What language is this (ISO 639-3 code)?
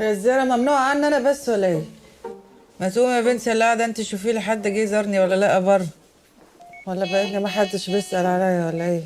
arz